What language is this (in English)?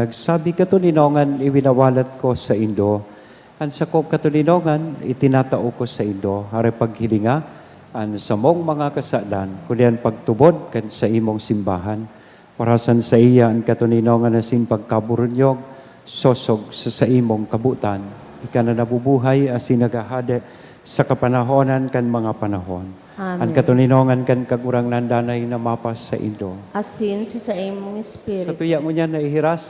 Bikol